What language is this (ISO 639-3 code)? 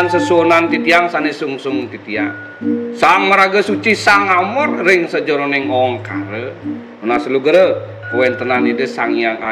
ban